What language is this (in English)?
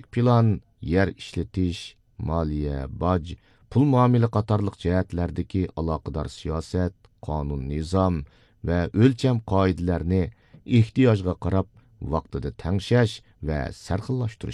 Uyghur